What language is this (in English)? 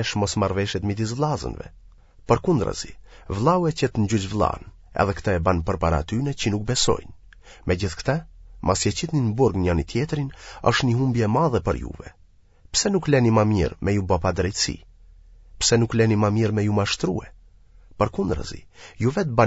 Albanian